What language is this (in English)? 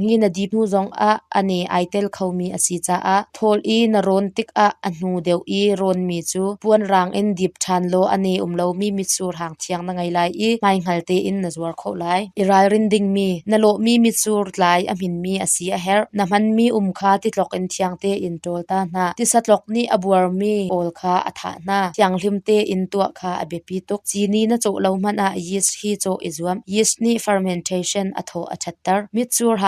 Hakha Chin